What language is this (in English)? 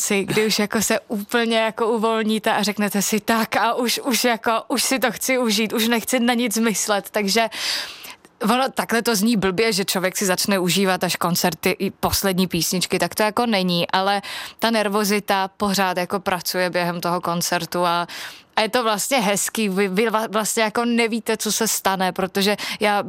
Czech